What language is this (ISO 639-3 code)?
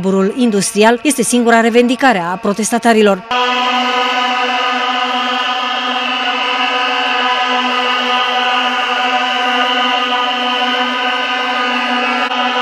ron